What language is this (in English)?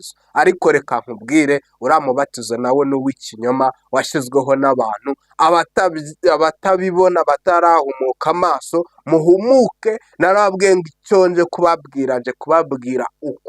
Kinyarwanda